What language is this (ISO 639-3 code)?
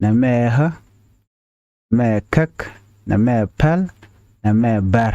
nus